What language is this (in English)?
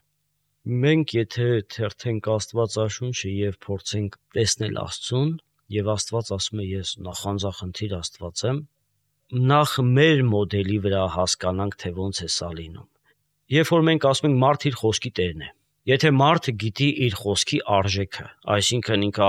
Armenian